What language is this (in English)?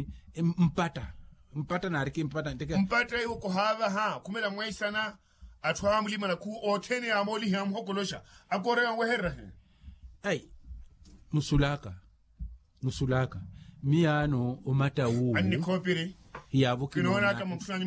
Makhuwa